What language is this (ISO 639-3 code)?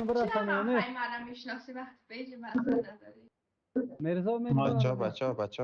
fas